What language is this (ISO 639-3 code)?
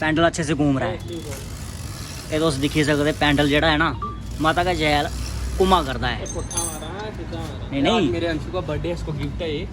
doi